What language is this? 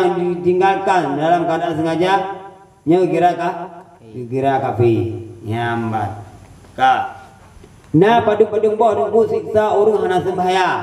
Achinese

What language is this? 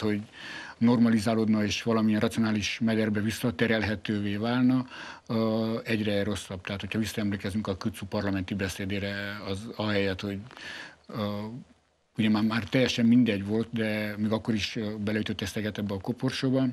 Hungarian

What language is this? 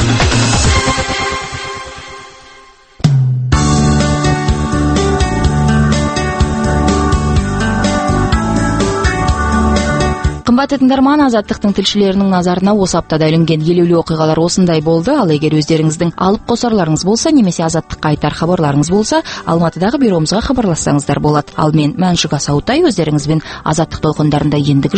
Kazakh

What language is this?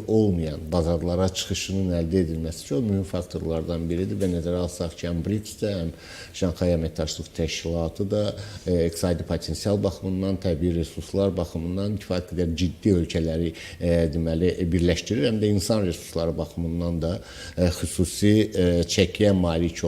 Azerbaijani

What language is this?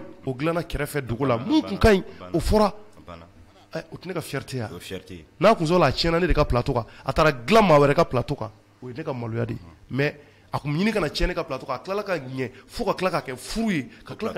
Bambara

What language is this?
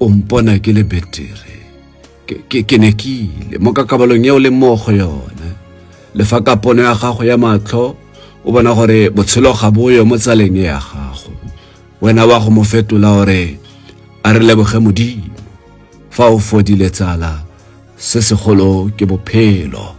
Tswana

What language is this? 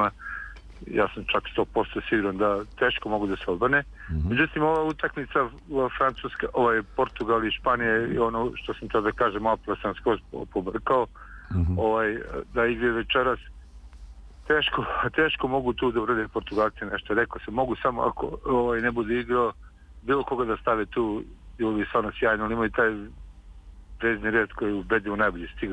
Serbian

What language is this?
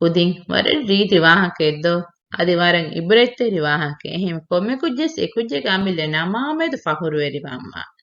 Divehi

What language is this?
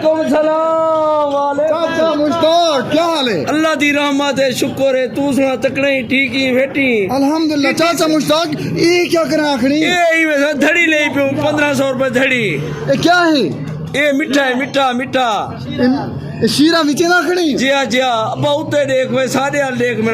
Saraiki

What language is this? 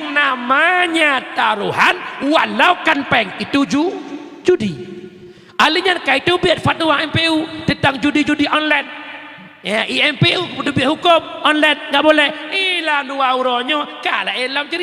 Achinese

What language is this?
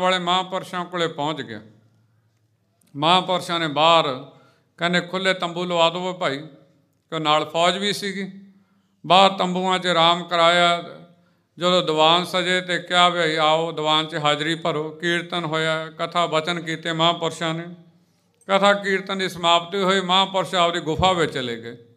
Punjabi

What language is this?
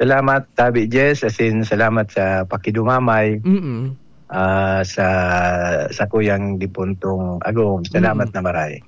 Bikol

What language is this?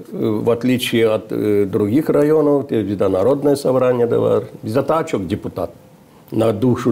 Gagauz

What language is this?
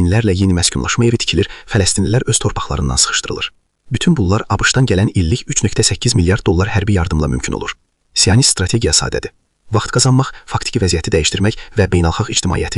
Azerbaijani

